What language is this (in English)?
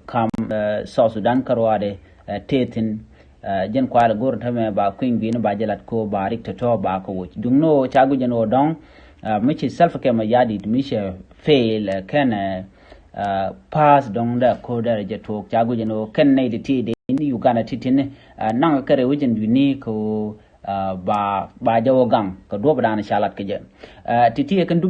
Nuer